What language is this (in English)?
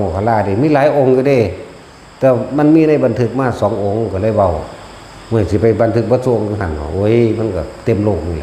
Northeastern Thai